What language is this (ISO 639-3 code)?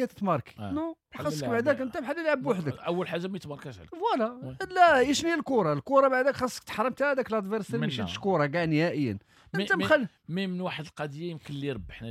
ary